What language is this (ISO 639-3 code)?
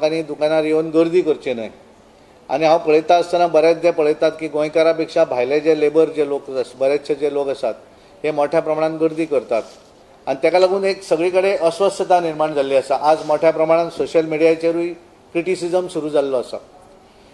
kok